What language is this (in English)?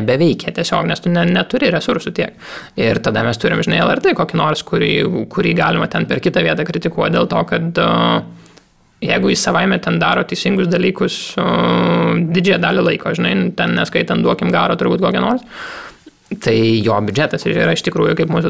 Lithuanian